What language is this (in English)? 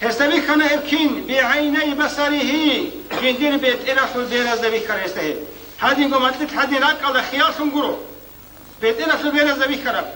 Avaric